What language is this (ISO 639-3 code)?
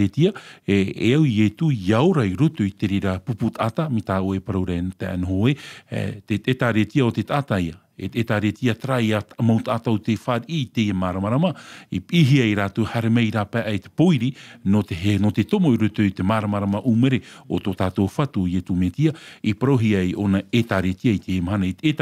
tah